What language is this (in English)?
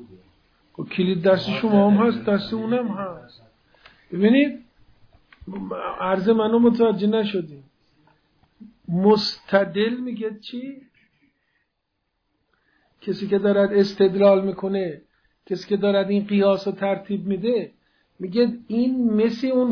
Persian